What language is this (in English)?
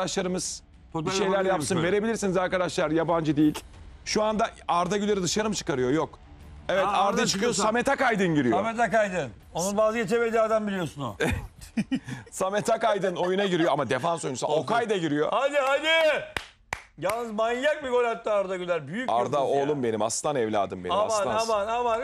Turkish